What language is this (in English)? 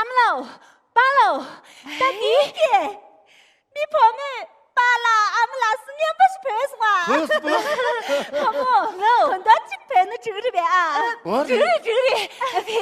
Tibetan